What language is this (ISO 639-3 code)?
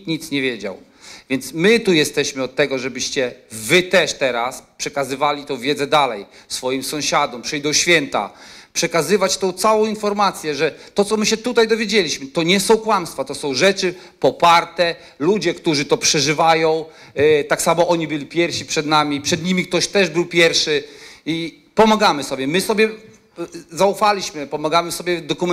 pol